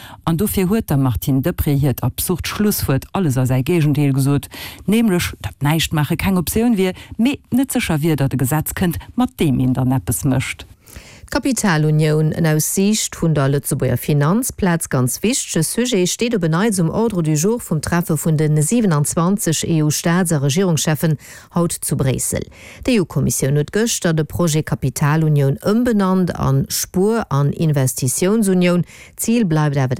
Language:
Luxembourgish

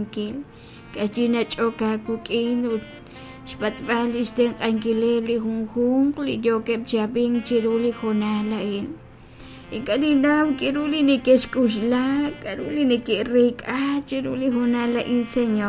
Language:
Kekchí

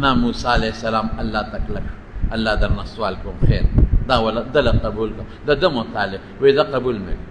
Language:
Pashto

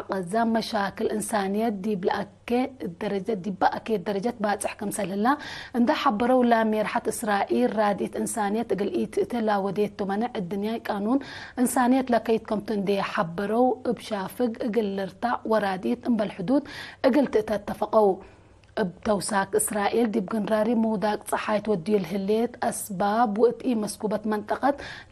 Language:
Tigre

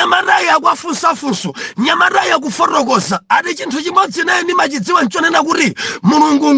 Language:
Nyanja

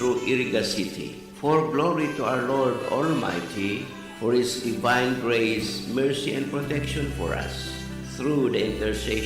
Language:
Bikol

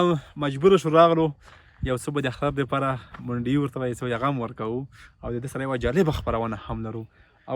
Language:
Pashto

